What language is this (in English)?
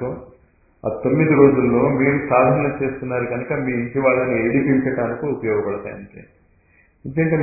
Telugu